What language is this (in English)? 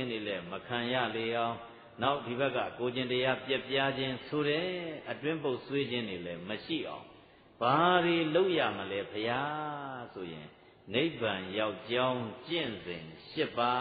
Burmese